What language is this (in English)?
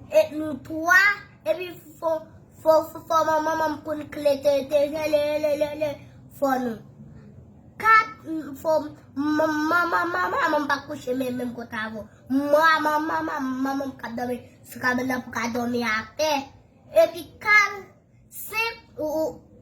Haitian Creole